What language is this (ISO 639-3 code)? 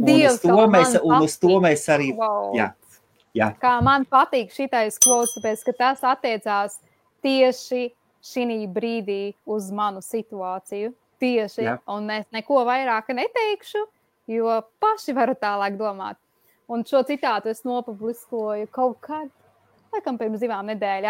lav